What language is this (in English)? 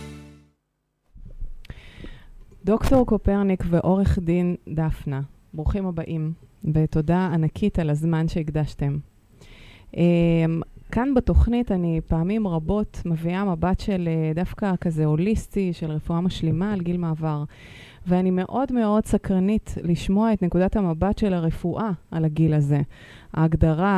Hebrew